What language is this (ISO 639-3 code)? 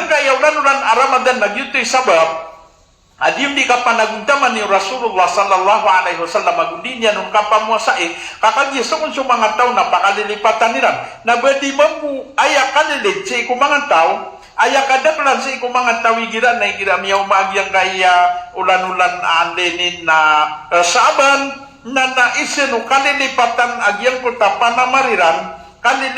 mrw